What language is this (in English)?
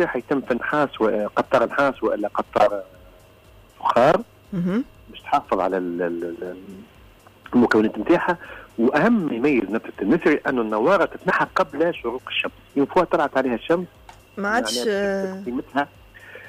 Tunisian Arabic